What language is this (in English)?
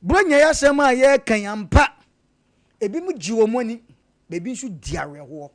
Akan